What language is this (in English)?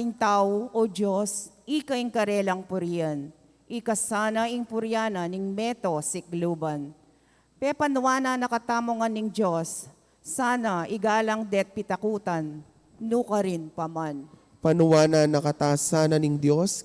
Pampanga